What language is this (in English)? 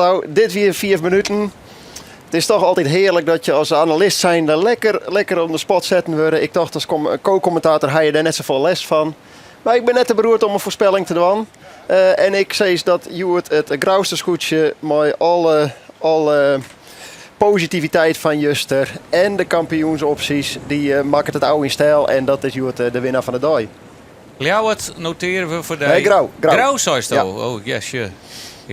Western Frisian